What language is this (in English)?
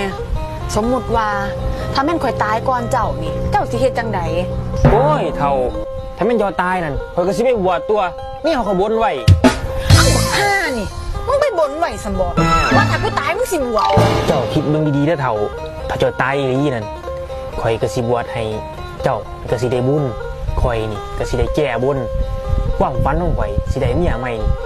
Northeastern Thai